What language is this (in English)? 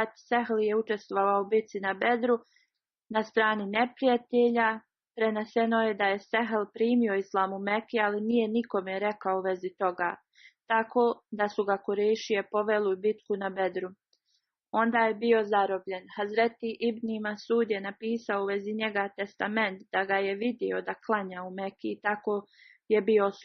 Bosnian